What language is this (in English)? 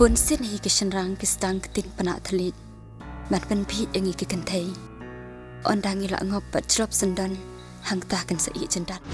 Khasi